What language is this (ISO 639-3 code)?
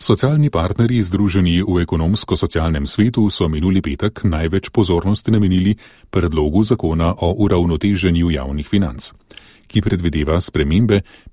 slv